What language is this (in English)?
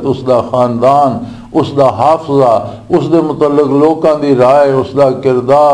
Western Panjabi